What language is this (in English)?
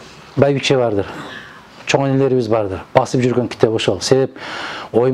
Kyrgyz